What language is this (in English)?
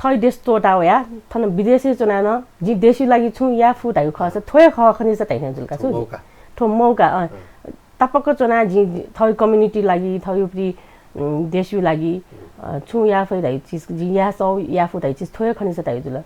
Newari